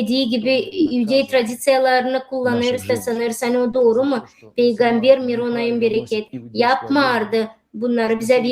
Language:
Gagauz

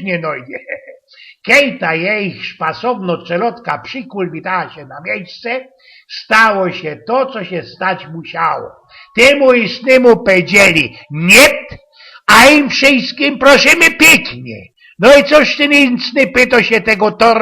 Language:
Silesian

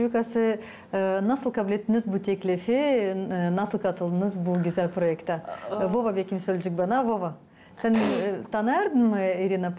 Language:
Gagauz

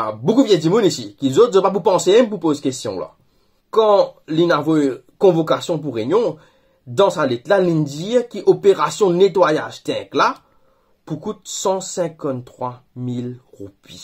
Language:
Morisyen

